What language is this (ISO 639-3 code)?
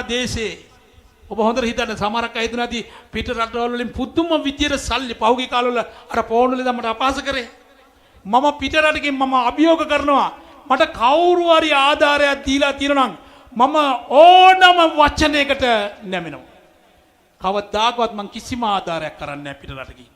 sin